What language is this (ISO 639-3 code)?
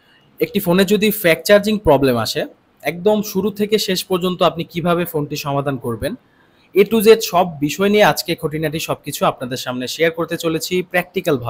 ben